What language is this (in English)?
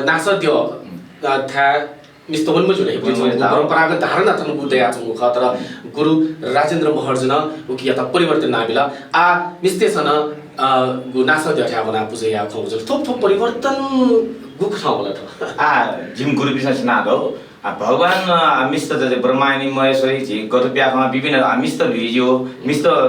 Newari